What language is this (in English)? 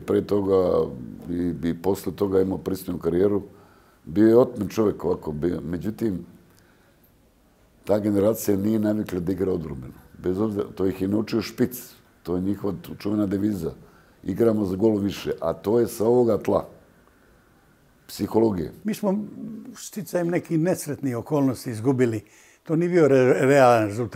Serbian